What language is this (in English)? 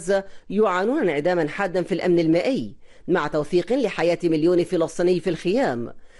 Arabic